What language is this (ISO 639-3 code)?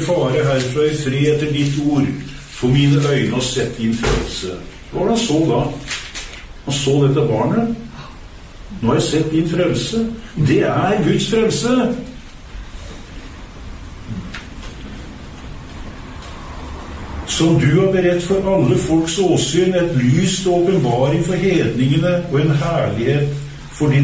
nor